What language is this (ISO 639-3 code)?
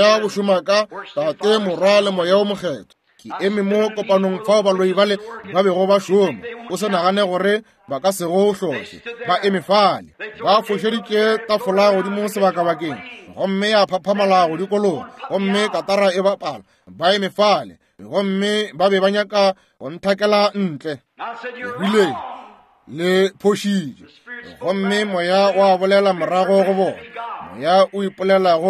nso